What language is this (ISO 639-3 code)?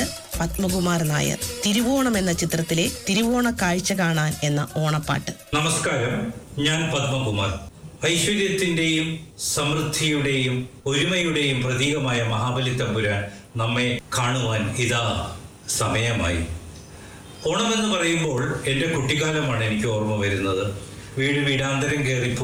mal